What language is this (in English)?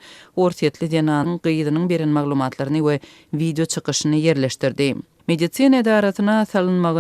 Turkmen